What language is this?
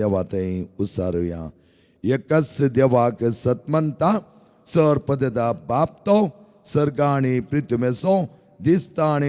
Konkani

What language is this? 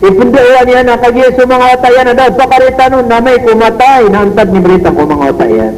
Maranao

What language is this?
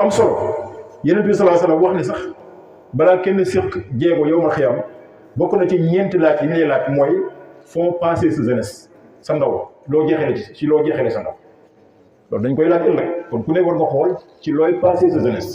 Wolof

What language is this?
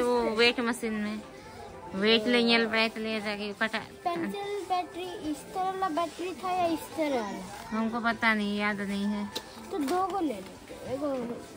Santali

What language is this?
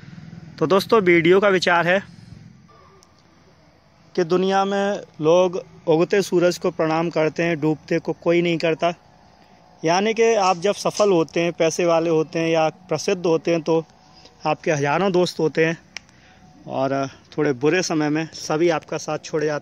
Hindi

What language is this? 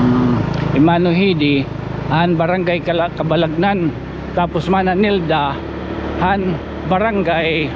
Waray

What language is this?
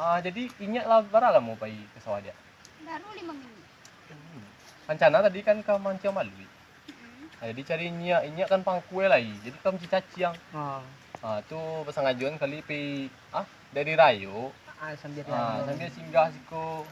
Minangkabau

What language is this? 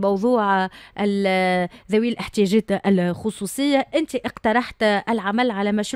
Tunisian Arabic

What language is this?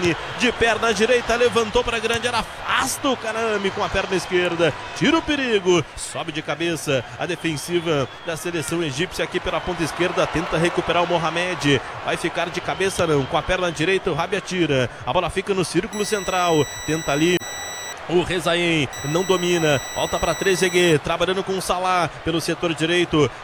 Portuguese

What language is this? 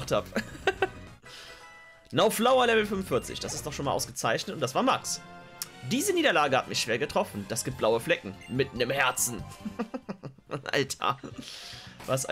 German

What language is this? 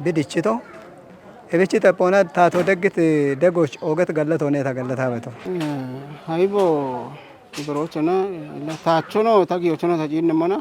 Kafa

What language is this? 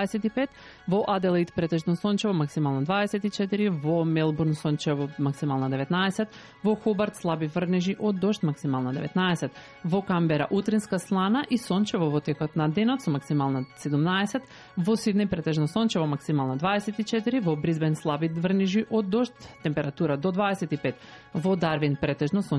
Macedonian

